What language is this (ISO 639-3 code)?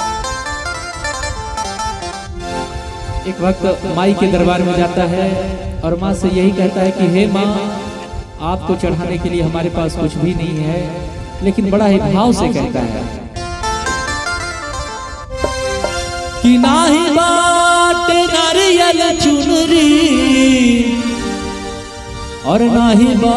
bho